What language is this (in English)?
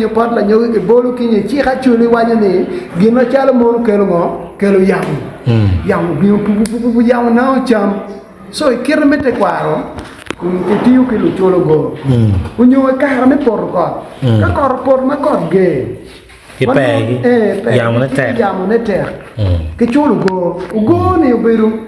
Acoli